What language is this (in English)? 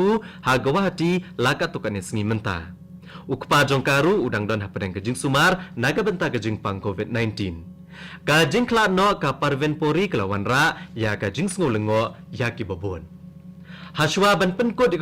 Khasi